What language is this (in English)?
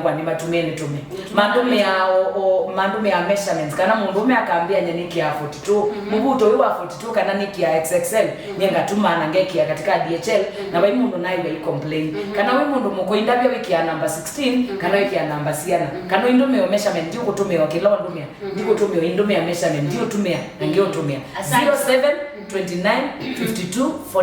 Kamba